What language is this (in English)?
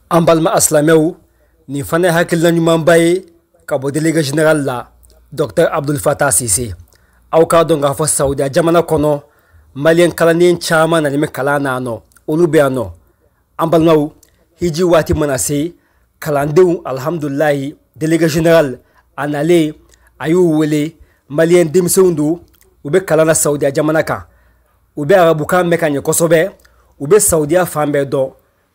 Bambara